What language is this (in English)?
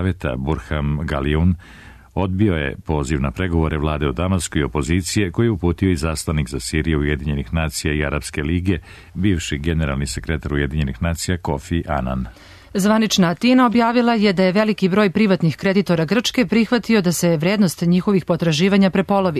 Serbian